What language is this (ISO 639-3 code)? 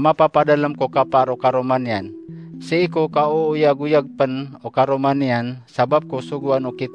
mrw